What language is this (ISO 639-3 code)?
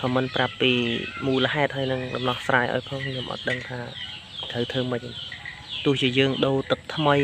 khm